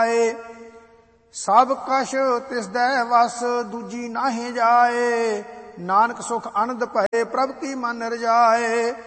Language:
Punjabi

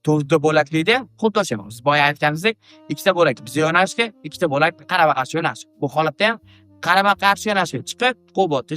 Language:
Uzbek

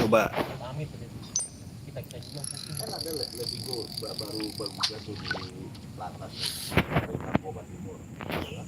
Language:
Betawi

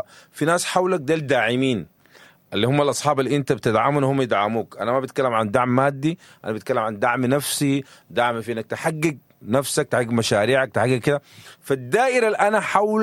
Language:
Sudanese Arabic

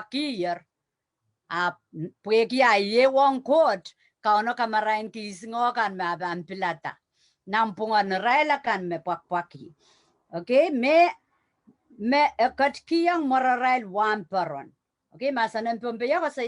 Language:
Pohnpeian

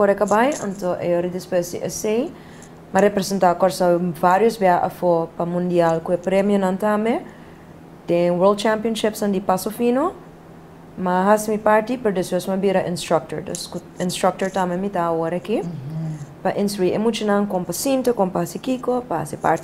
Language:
Papiamento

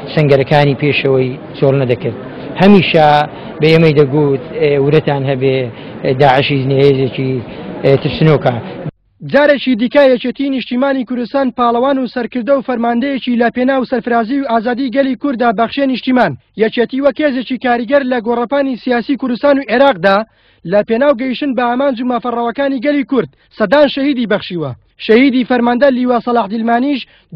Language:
Central Kurdish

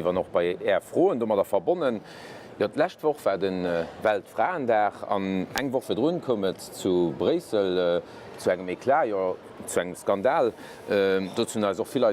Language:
Luxembourgish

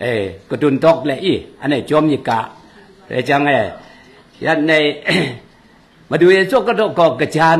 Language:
Kachin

